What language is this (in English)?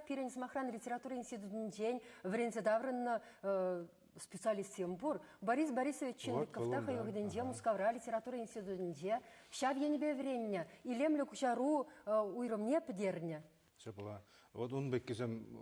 Chuvash